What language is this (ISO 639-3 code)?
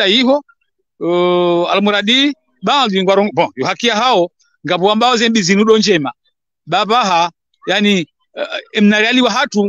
swa